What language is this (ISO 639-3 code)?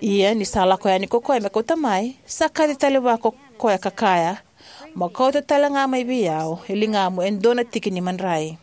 fij